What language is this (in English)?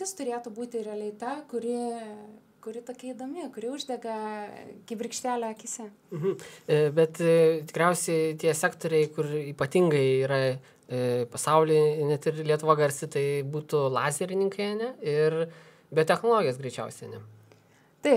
Lithuanian